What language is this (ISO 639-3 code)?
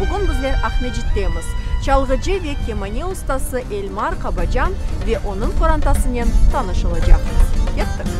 crh